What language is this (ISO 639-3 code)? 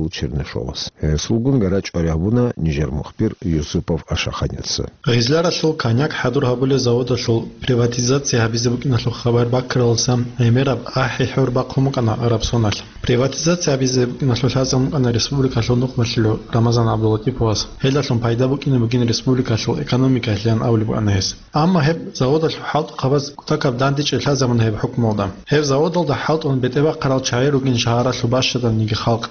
ava